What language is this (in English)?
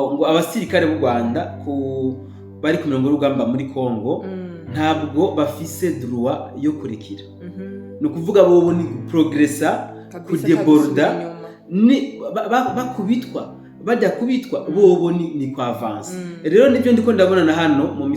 Rundi